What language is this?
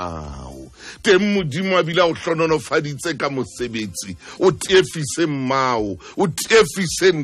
Southern Sotho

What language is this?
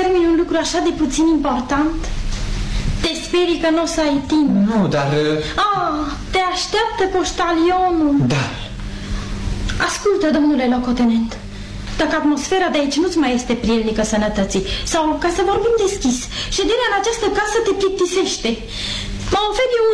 Romanian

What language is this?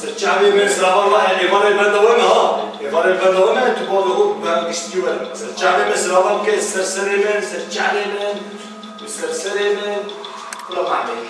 Kurdish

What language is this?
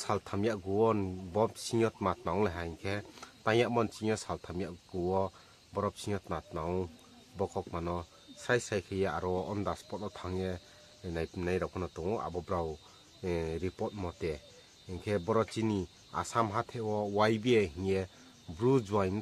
Riang (India)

